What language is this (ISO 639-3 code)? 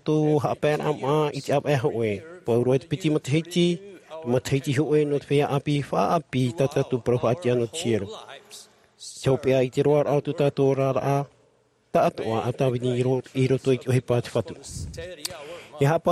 tah